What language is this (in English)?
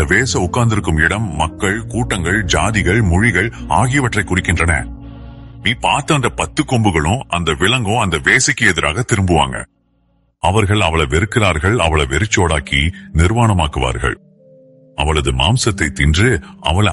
Tamil